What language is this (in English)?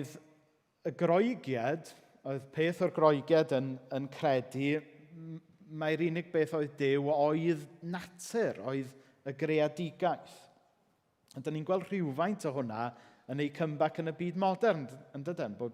Welsh